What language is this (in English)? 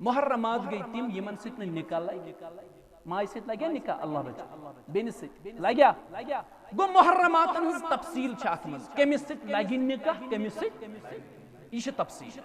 Kashmiri